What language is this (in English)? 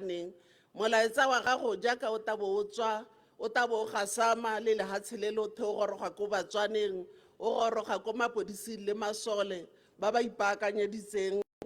Tswana